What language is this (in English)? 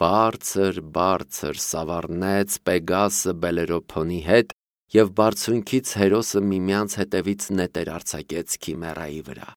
Armenian